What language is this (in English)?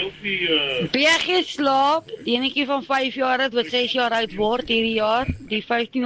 Afrikaans